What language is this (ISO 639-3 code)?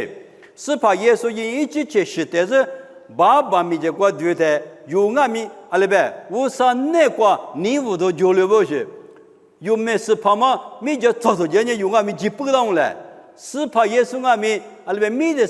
lis